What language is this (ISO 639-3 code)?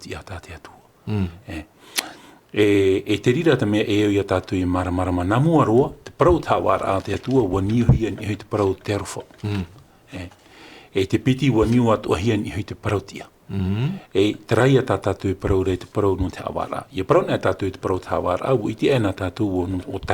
tah